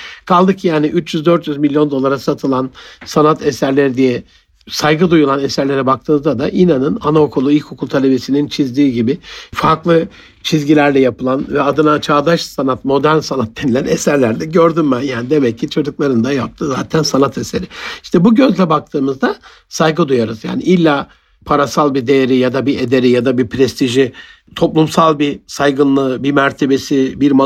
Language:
Turkish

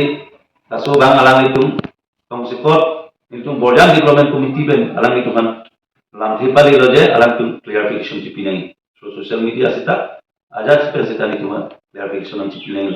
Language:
Karbi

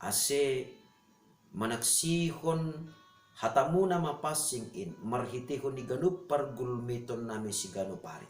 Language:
Batak Simalungun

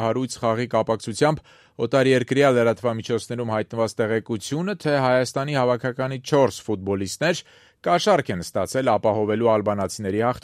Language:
Armenian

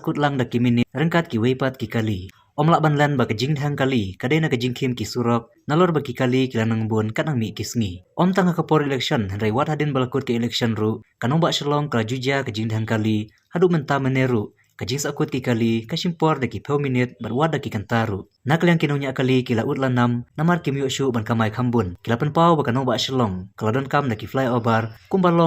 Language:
Khasi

